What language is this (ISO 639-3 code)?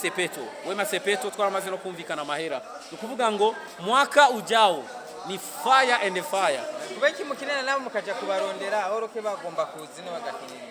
run